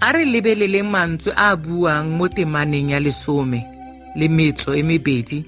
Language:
Tswana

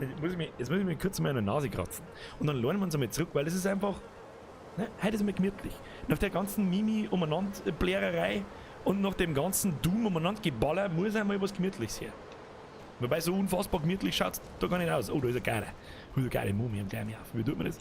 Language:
Bavarian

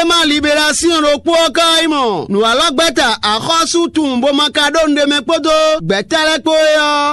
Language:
Fon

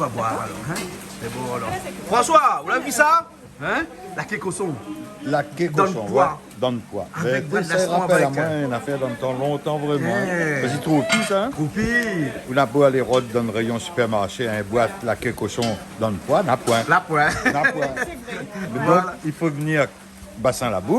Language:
Réunion Creole French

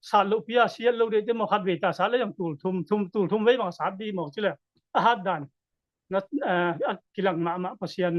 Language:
Tedim Chin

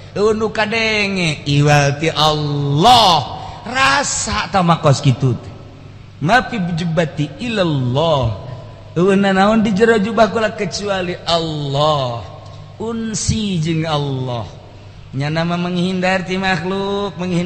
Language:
Sundanese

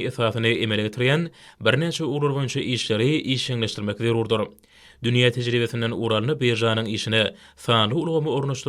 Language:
Turkmen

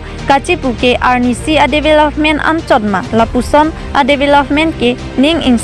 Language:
Karbi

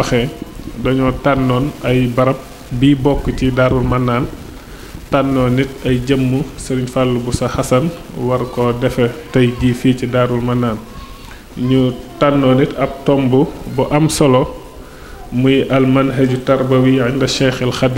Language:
Wolof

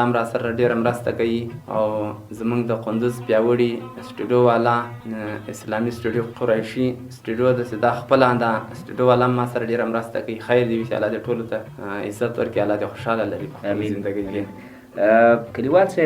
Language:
Pashto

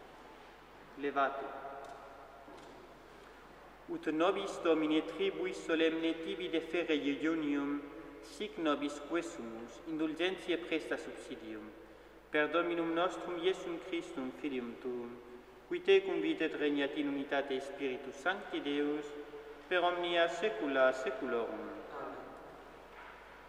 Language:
Latin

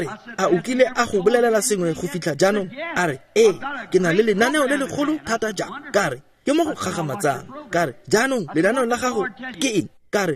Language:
Tswana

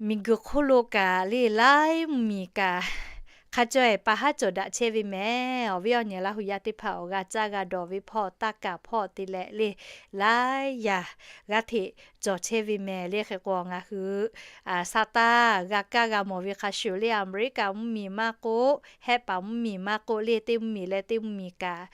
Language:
Lahu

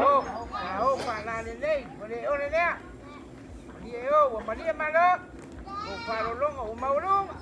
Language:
Samoan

